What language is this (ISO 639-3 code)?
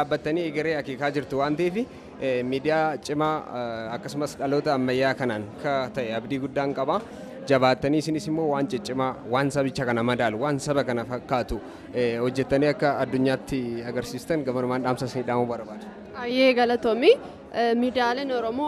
orm